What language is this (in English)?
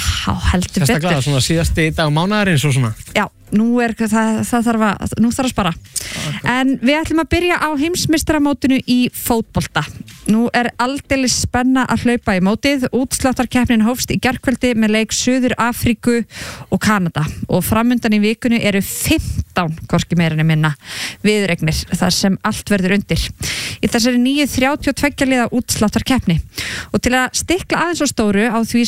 Icelandic